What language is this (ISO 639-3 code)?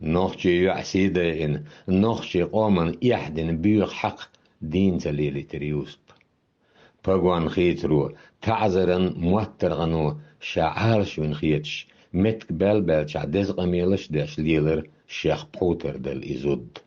che